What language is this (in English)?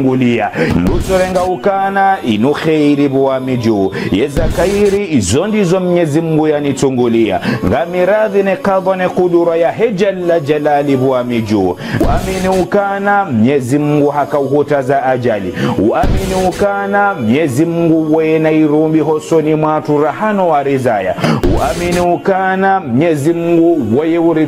Ngazidja Comorian